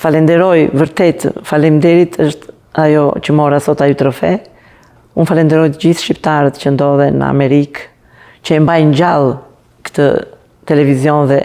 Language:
Albanian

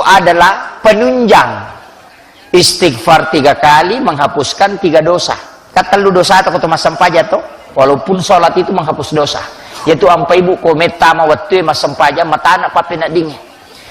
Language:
Buginese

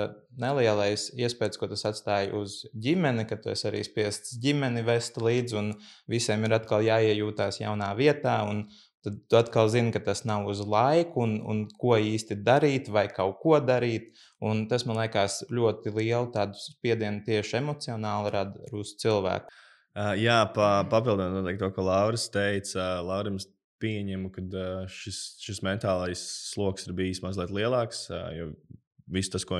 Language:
Latvian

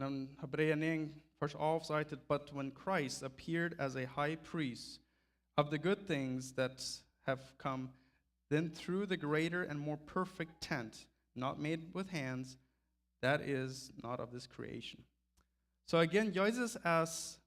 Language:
Plautdietsch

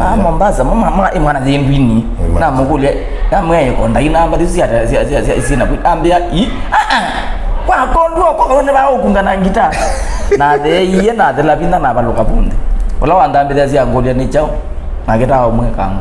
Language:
Kamba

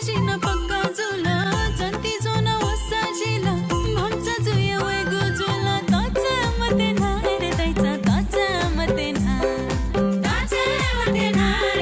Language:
Newari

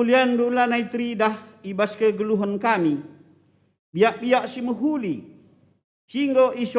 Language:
Batak Karo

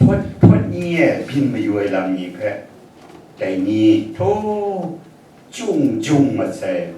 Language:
Kachin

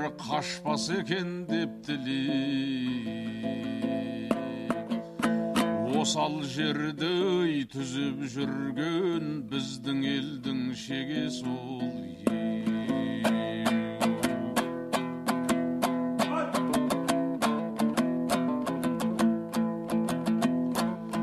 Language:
Kazakh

